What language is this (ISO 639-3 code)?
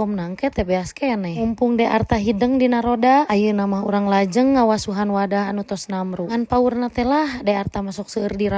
sun